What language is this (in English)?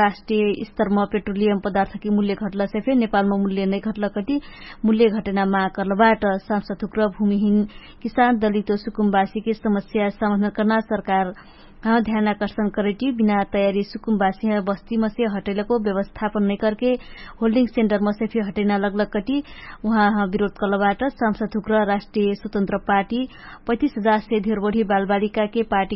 Dangaura Tharu